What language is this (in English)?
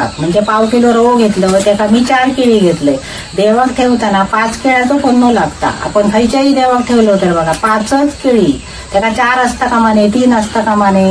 Konkani